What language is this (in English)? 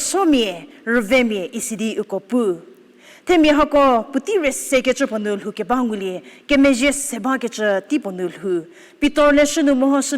Angami Naga